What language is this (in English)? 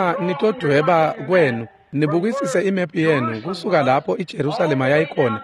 Swati